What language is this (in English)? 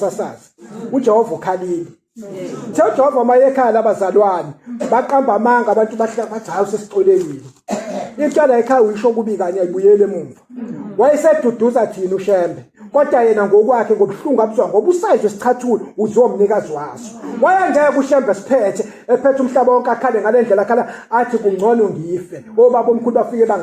Zulu